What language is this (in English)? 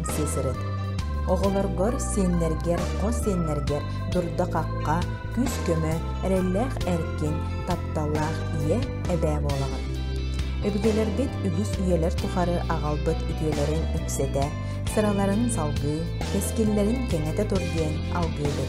Yakut